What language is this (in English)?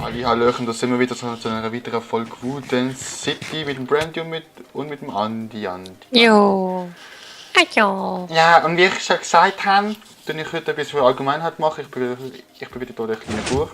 Swiss German